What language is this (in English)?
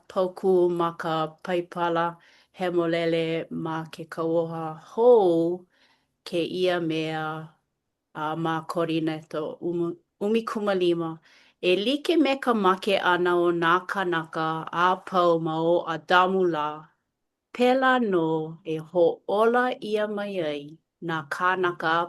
Hawaiian